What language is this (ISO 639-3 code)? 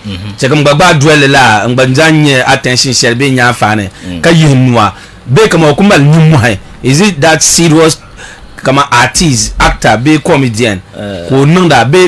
dag